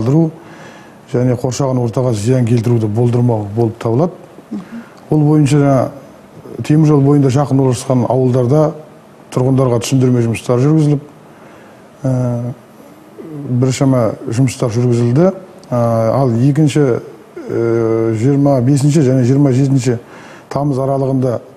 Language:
Kazakh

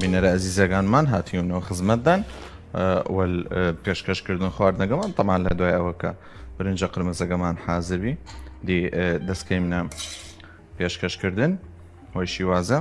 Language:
Southern Kurdish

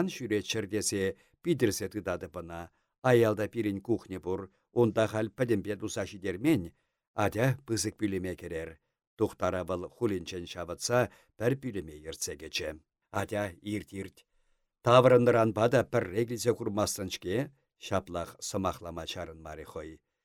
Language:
Chuvash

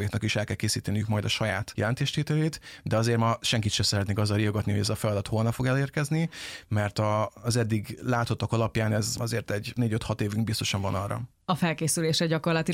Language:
Hungarian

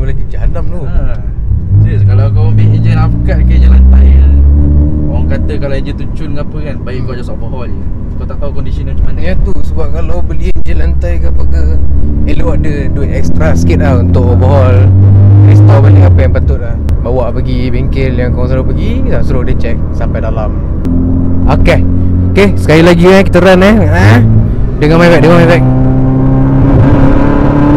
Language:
Malay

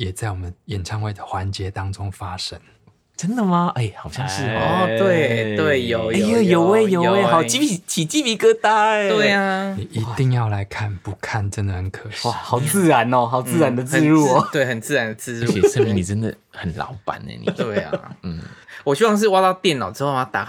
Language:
Chinese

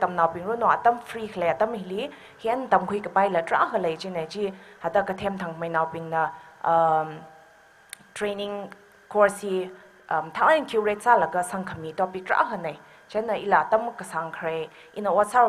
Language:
Tangkhul Naga (India)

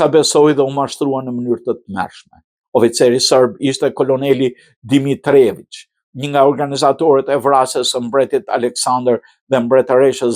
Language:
Albanian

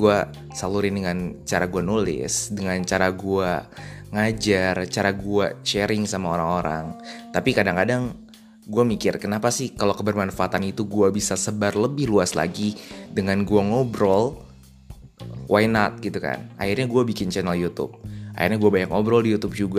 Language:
Indonesian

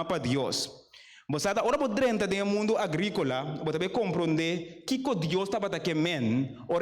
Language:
Papiamento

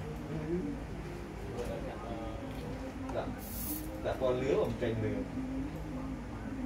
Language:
Vietnamese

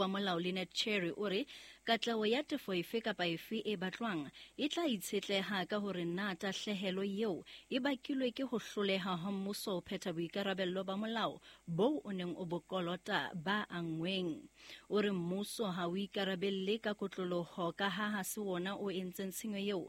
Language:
Southern Sotho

